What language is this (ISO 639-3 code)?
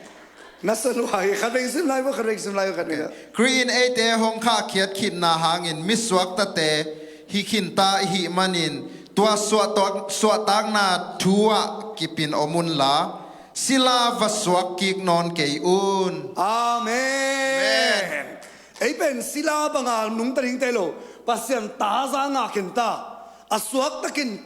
ctd